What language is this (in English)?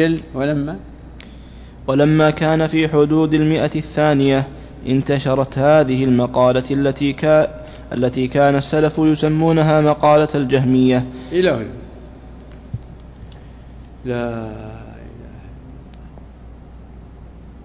Arabic